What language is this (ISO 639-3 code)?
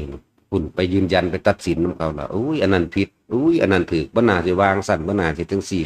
tts